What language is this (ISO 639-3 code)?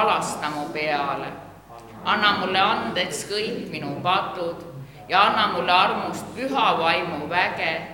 est